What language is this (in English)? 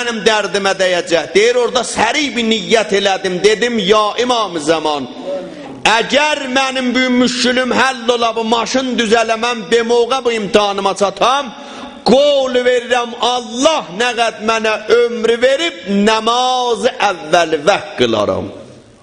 South Azerbaijani